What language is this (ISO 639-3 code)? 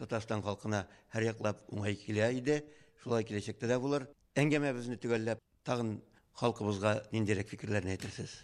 tat